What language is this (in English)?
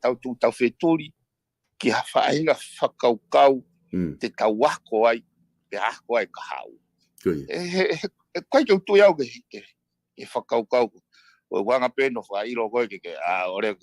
Tongan